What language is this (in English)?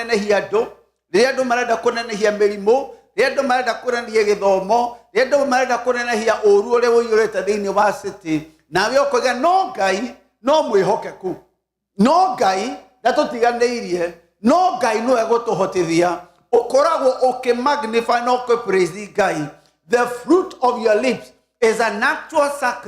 Kikuyu